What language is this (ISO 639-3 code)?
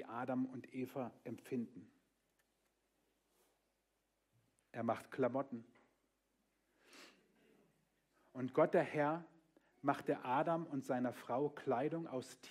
deu